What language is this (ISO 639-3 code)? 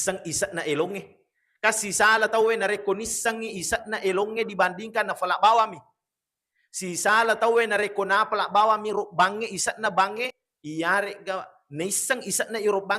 bug